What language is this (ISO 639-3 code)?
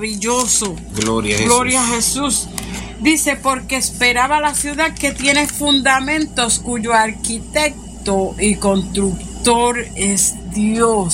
spa